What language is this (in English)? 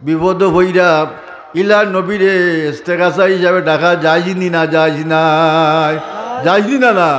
Sylheti